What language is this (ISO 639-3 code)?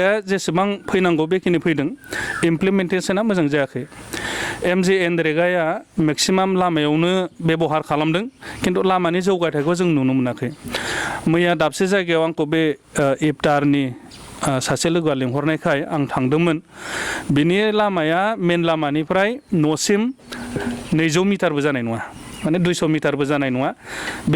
brx